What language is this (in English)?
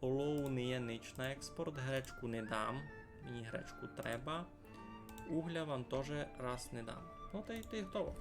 Rusyn